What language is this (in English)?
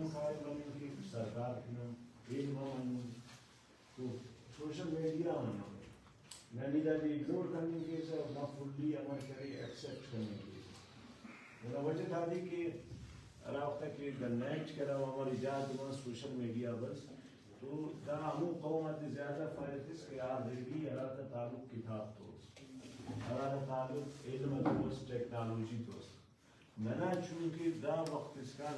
Brahui